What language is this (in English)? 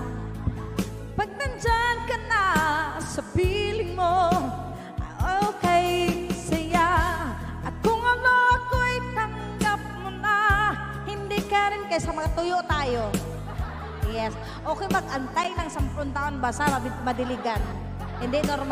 Filipino